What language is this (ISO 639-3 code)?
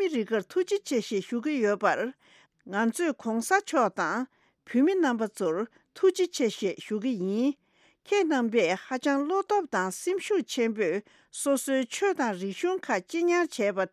bod